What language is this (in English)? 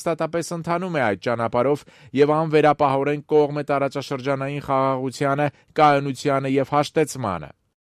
Armenian